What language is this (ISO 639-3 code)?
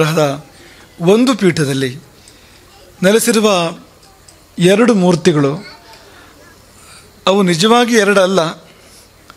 kan